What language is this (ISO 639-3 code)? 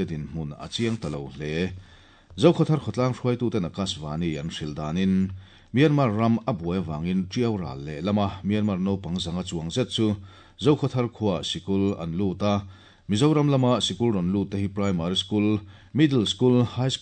lus